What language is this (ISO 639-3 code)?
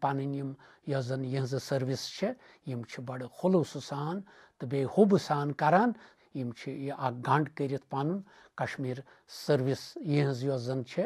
kas